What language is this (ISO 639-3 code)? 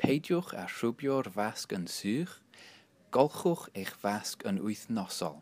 cym